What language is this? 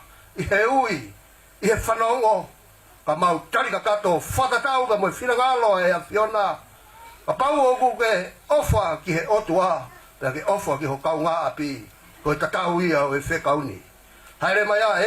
Tongan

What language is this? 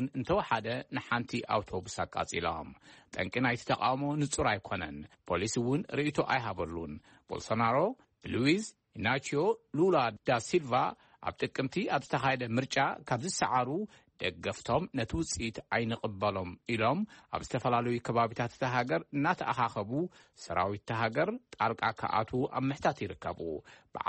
Tigrinya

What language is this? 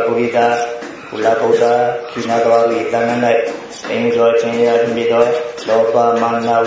Burmese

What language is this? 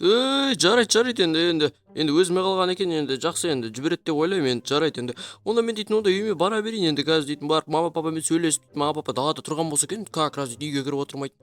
Kazakh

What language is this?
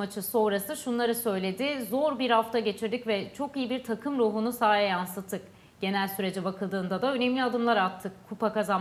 Turkish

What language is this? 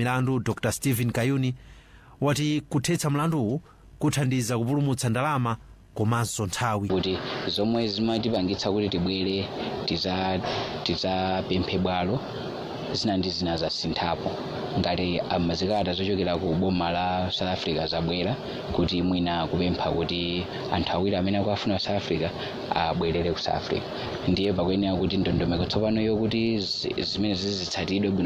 Nyanja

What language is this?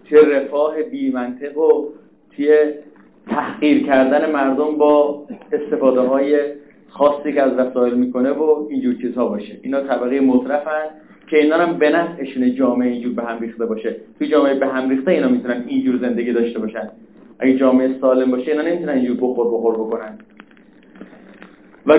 Persian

